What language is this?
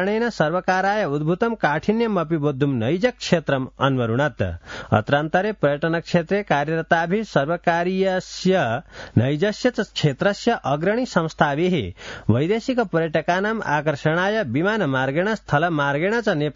Sanskrit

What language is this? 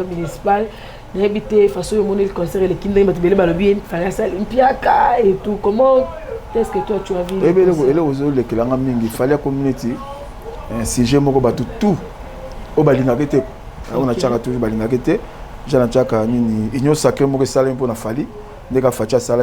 Lingala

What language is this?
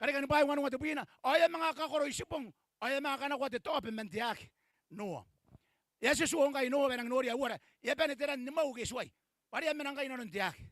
Gilbertese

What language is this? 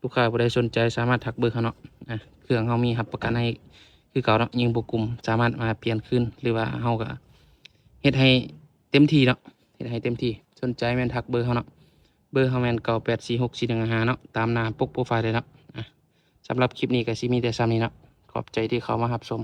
Lao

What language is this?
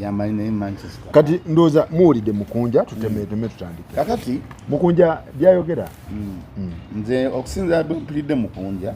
Ganda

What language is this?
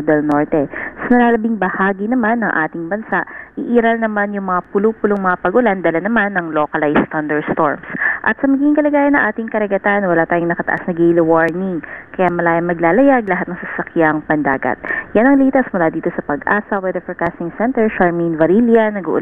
Filipino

